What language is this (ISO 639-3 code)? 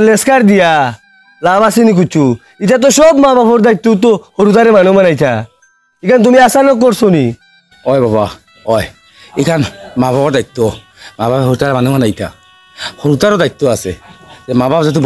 syl